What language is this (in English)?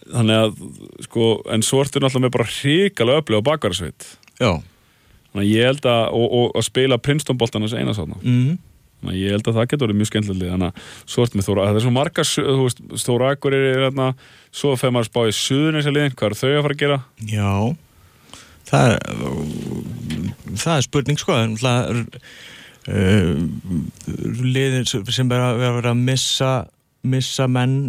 Icelandic